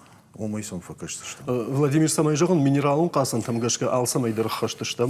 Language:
Ossetic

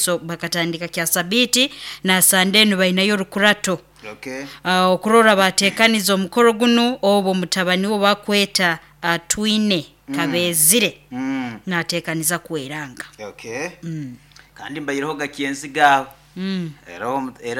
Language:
Nyoro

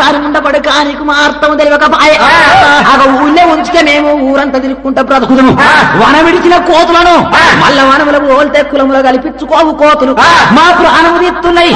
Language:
Telugu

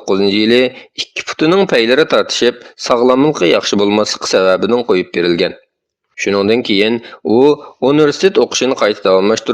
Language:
Uyghur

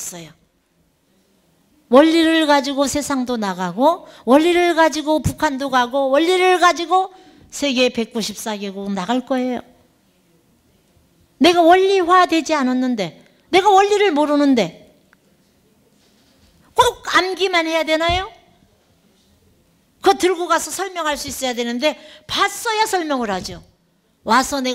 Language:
Korean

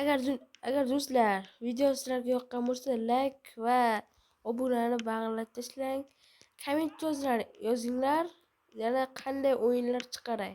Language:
Uzbek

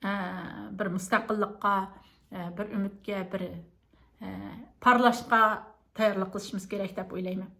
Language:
Uyghur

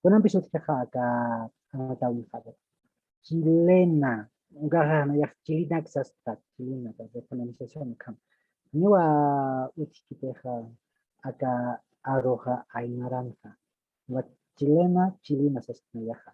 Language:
Aymara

